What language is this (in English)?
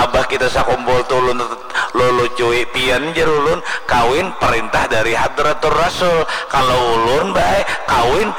Banjar